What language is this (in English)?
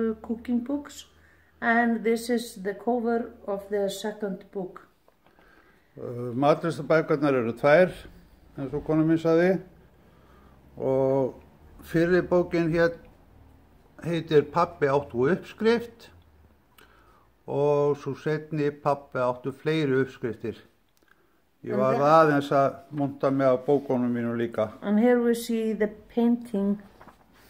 Icelandic